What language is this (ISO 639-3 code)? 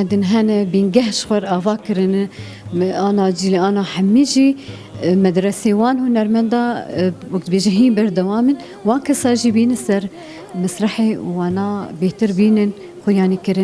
kur